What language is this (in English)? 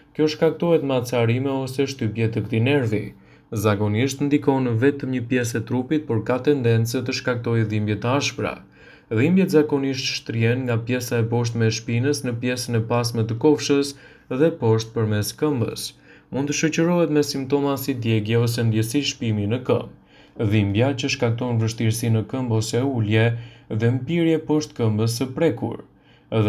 Albanian